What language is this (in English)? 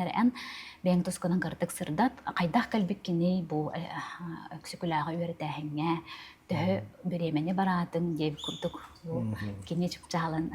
Yakut